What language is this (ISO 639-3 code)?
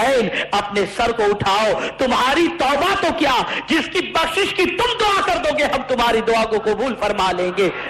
urd